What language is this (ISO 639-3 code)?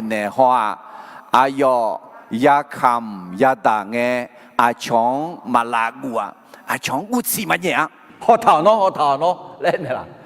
ahk